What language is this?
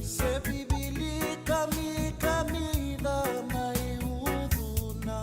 Fijian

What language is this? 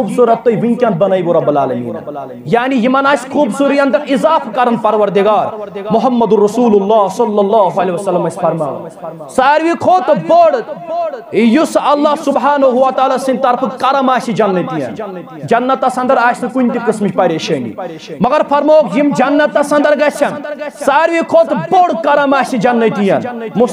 Kashmiri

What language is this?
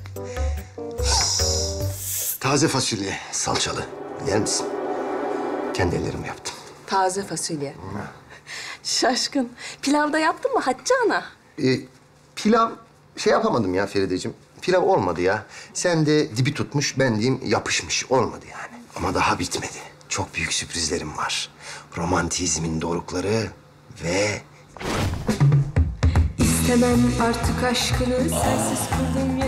Turkish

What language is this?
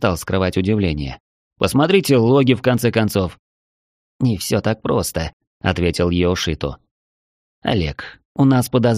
Russian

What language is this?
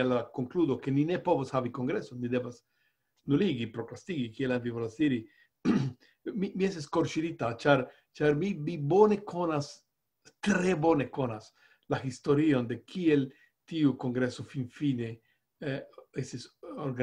Esperanto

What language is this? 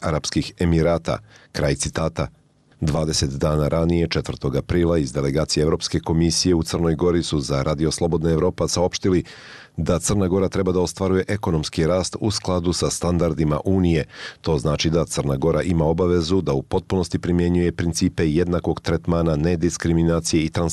Bosnian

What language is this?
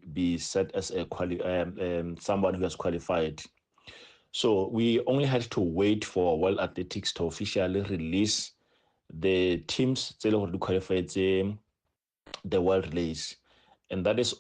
Tswana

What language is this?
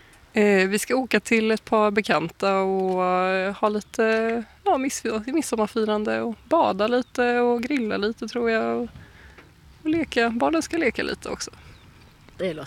Swedish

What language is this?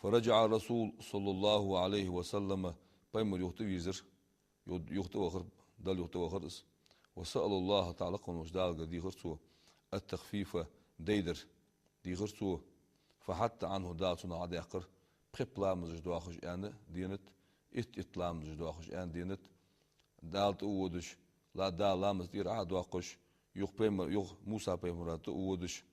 Ingush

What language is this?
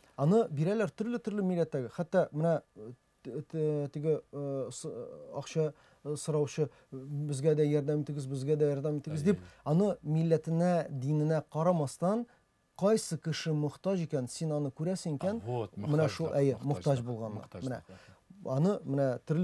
Tatar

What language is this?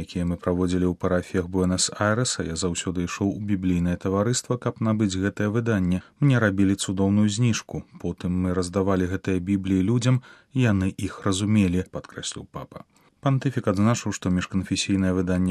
Belarusian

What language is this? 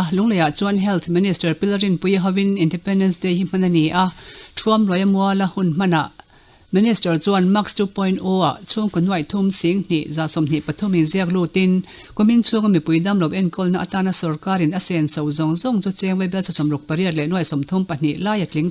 Mizo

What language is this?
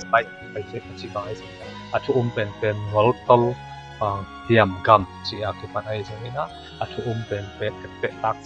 Tedim Chin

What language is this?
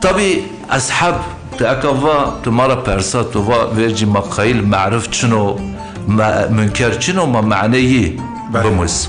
Zaza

